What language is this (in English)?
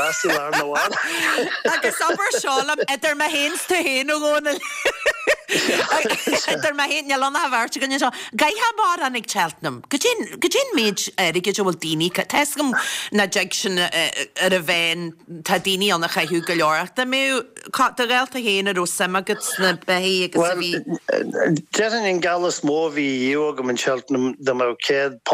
Irish